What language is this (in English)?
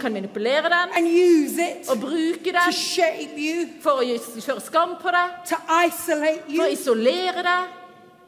Norwegian